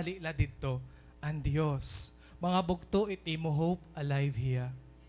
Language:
Waray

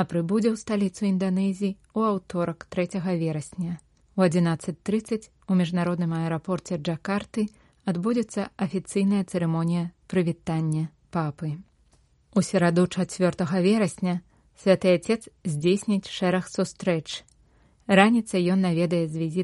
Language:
Belarusian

